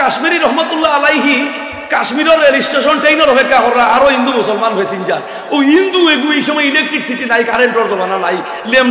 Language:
Sylheti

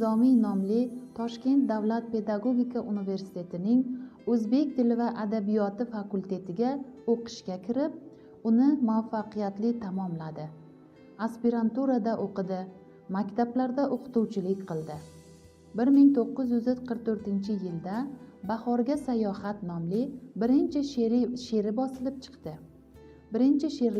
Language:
Uzbek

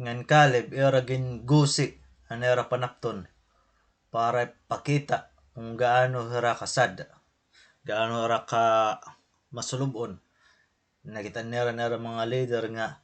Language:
Waray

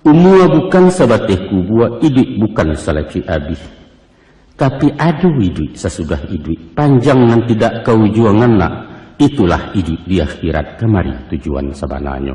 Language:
Minangkabau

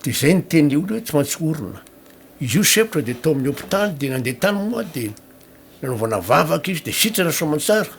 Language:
Malagasy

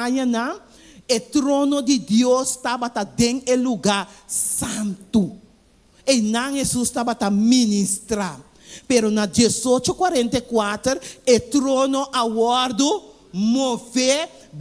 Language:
Papiamento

